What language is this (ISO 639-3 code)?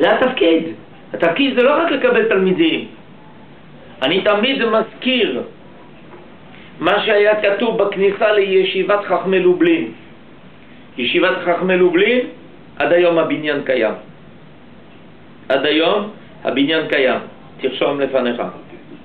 heb